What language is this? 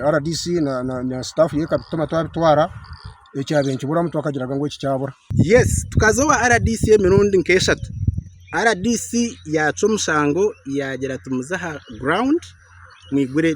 Nyankole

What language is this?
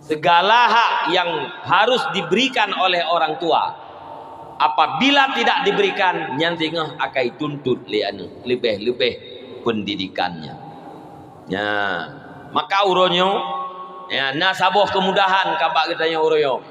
Achinese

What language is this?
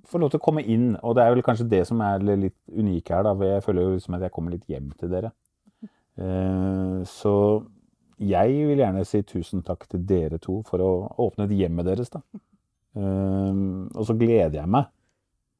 Norwegian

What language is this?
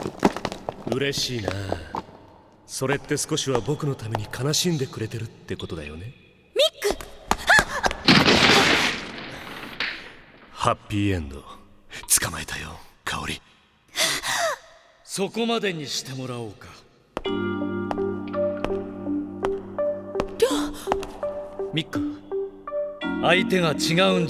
Japanese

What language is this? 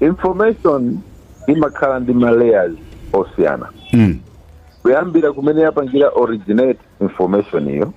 Nyanja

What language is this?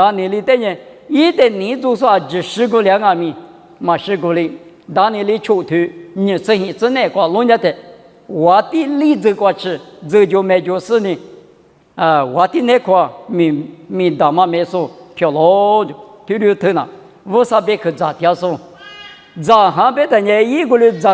Lisu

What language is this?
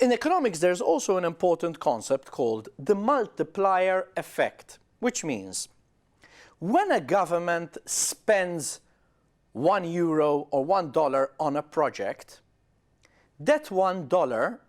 English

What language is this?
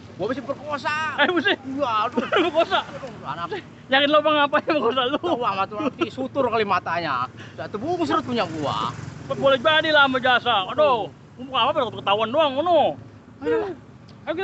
Betawi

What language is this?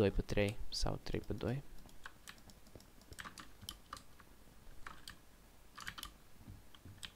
Romanian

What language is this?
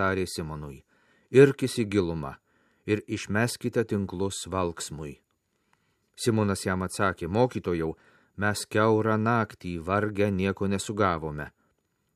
Lithuanian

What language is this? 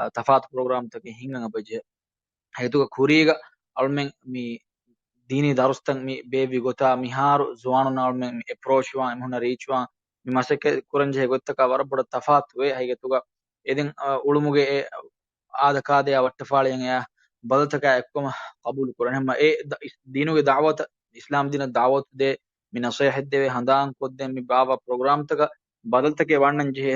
Divehi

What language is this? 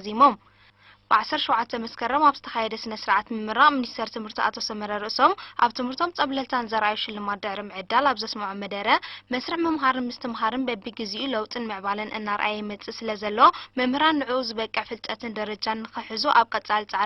Tigrinya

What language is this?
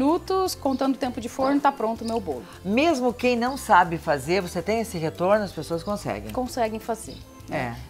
Portuguese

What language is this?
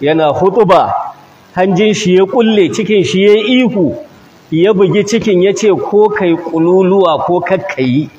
Hausa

